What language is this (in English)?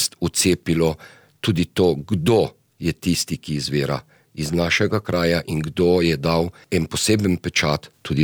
Slovenian